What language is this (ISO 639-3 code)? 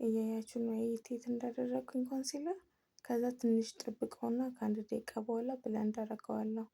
amh